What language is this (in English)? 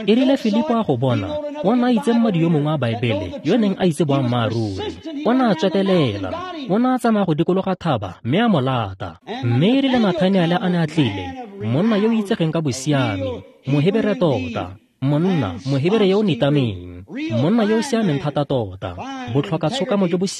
Tswana